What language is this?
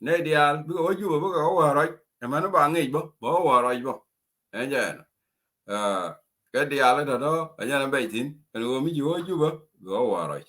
Nuer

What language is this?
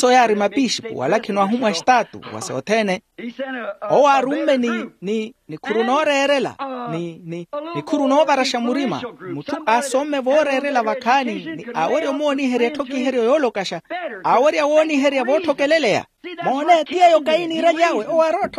Makhuwa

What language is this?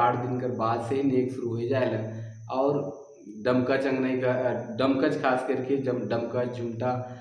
Sadri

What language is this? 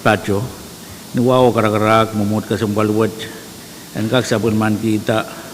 Pohnpeian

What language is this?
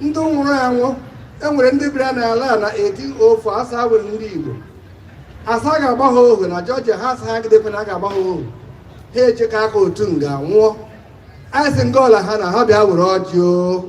Igbo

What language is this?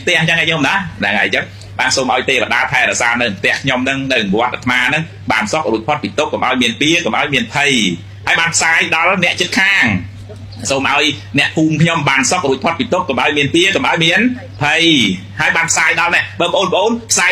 Khmer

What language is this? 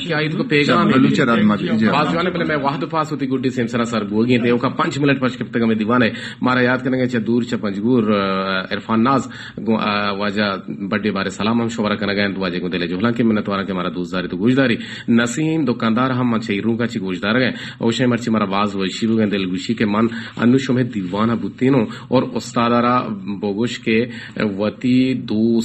Baluchi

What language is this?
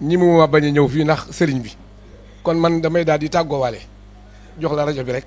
Wolof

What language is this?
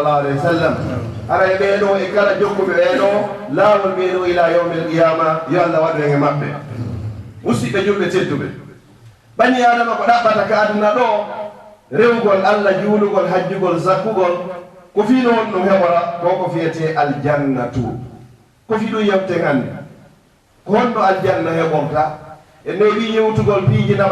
Fula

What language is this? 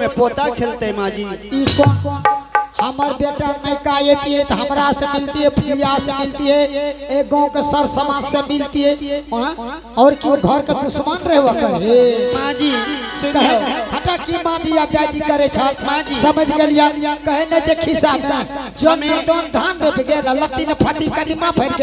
Angika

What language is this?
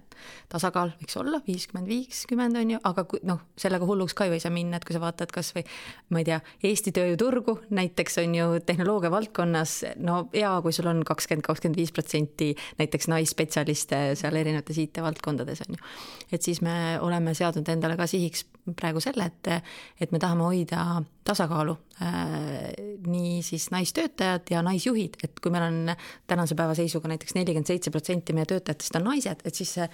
Estonian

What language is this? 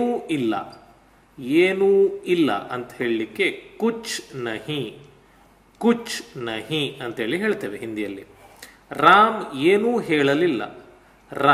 Kannada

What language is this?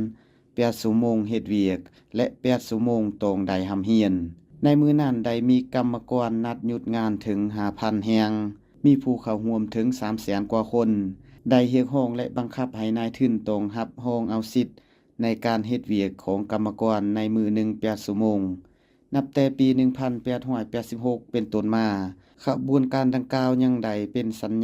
Lao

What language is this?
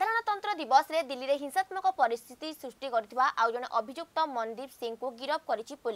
Odia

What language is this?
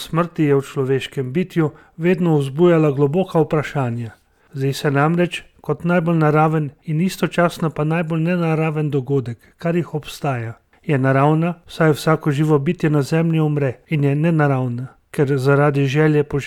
Slovenian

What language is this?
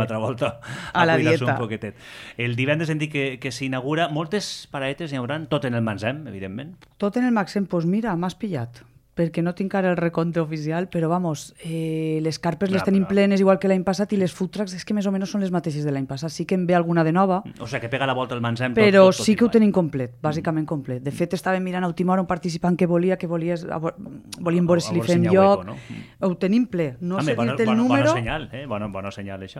Catalan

